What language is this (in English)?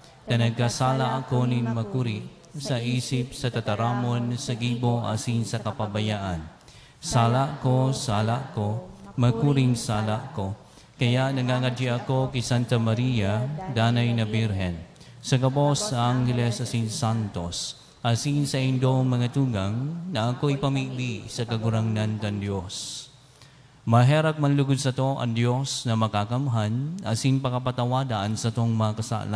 Bikol